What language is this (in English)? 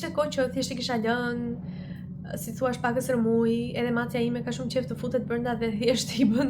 Albanian